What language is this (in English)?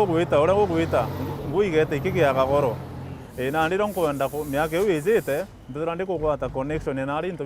Meru